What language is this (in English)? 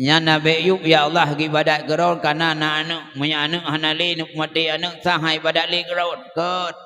Achinese